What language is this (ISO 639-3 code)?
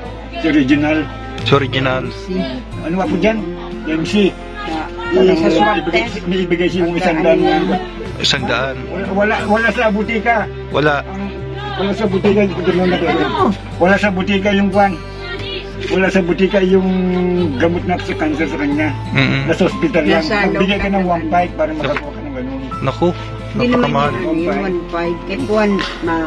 fil